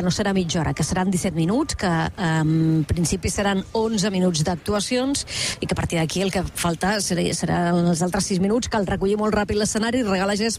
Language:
Catalan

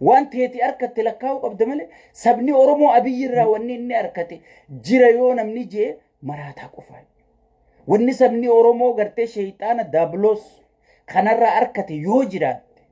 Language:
Oromo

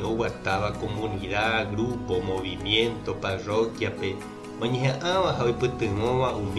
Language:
Guarani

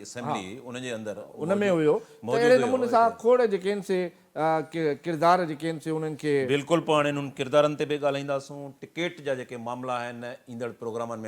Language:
Sindhi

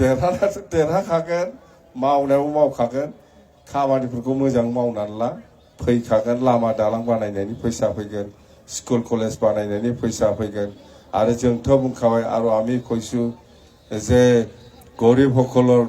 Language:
Bodo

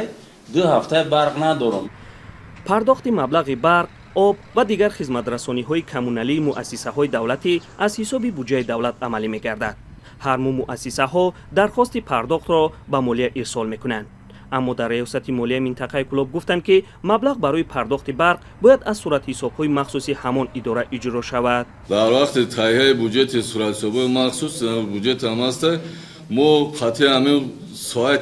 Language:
Tajik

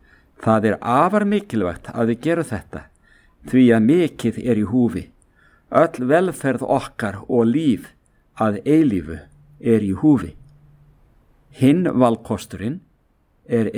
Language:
Icelandic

